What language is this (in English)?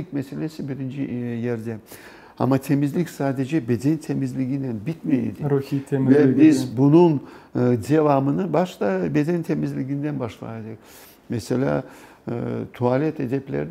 Crimean Tatar